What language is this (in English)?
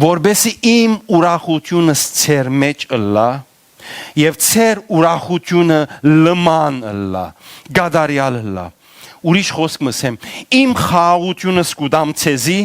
Western Armenian